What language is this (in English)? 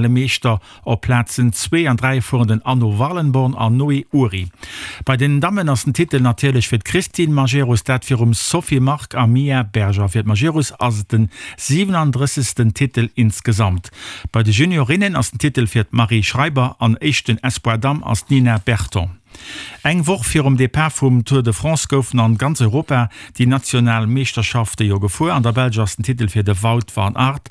Luxembourgish